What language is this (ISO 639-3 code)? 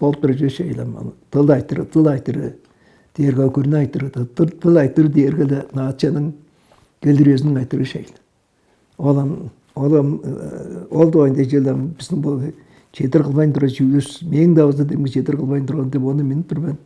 tyv